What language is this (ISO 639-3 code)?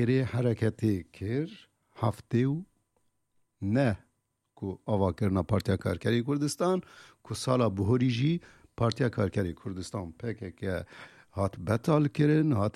kur